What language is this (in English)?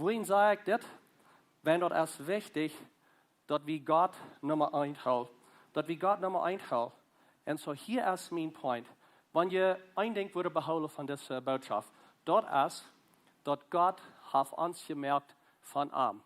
Plautdietsch